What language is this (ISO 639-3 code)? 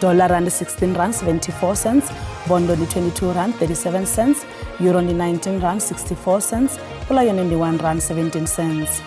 ven